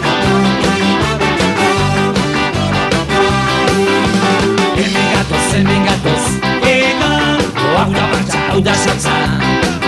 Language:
Basque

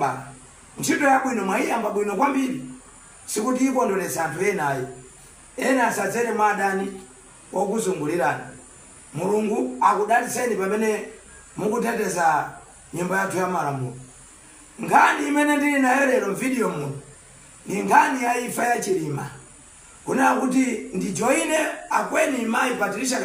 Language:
Nyanja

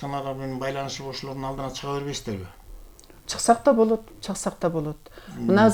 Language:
Kyrgyz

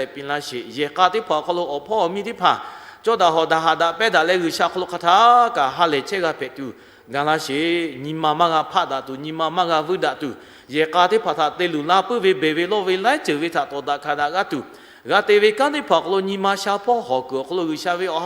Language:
Lahu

